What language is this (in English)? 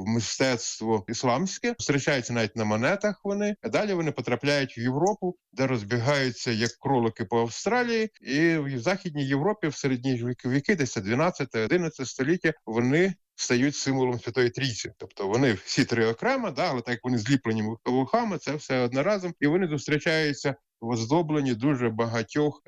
Ukrainian